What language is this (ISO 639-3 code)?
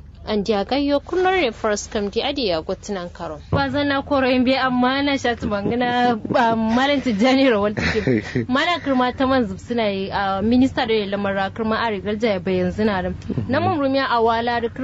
kau